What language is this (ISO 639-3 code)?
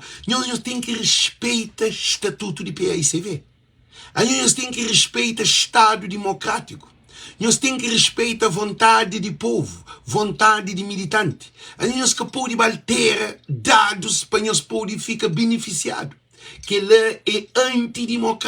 kea